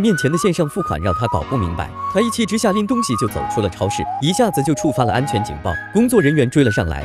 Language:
Chinese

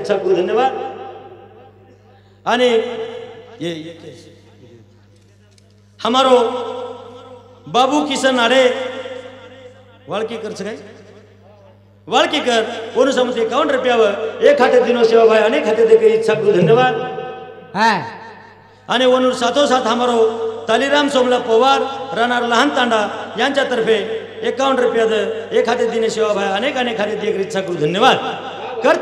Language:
Lambadi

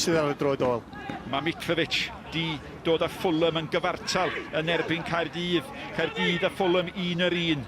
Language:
Welsh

